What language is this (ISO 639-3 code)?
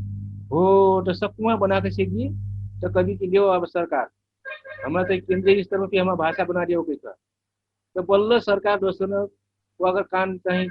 thl